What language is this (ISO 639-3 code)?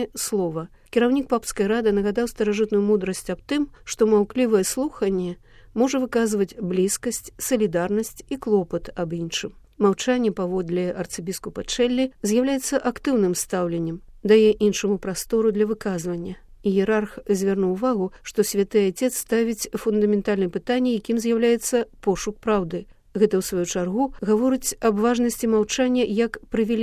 bel